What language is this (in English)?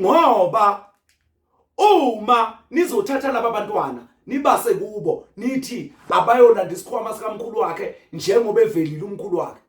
Zulu